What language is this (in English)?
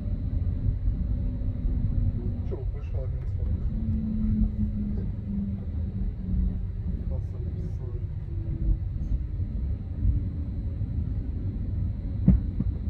Hungarian